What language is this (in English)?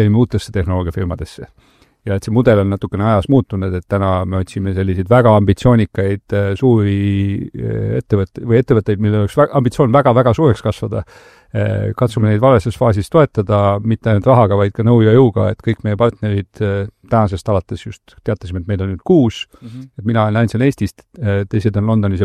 Estonian